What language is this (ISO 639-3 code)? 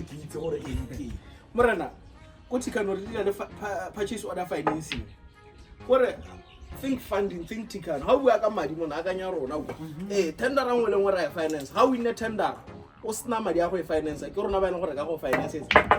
tsn